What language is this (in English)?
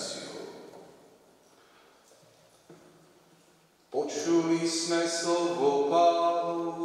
Slovak